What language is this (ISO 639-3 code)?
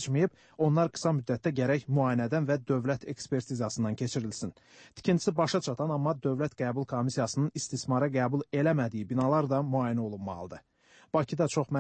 aze